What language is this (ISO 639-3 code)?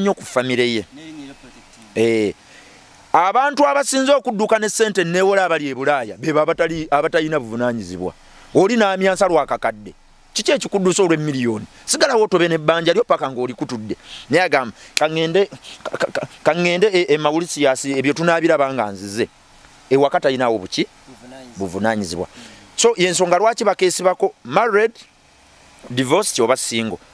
lug